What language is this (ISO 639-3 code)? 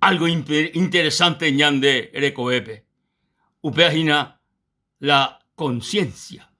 grn